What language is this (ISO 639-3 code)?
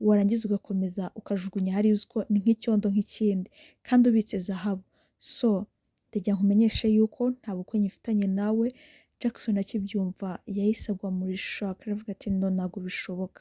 kin